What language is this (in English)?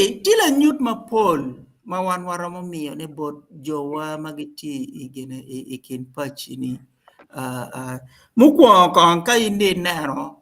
Acoli